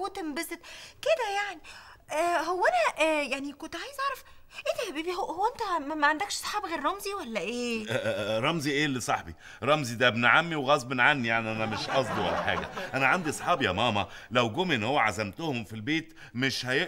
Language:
Egyptian Arabic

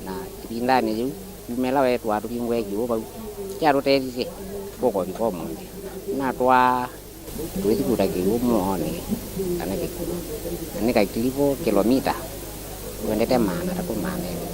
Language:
Kamba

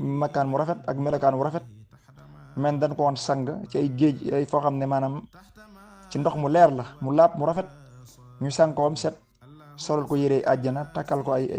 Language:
Wolof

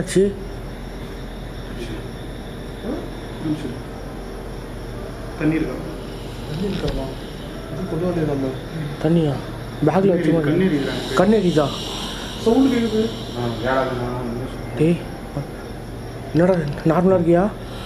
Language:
Tamil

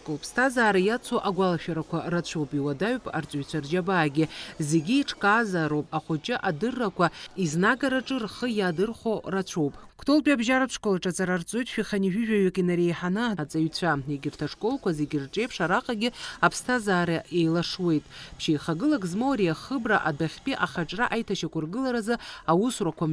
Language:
Abkhazian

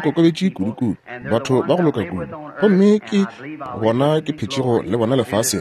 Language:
Northern Sotho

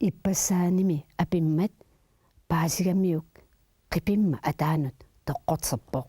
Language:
Kalaallisut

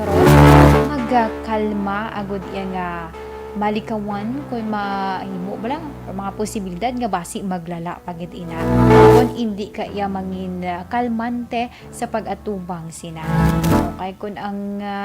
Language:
Hiligaynon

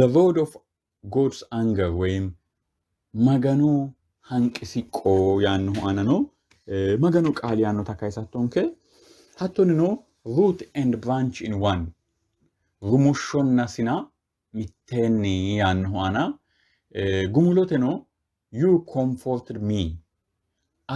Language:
Sidamo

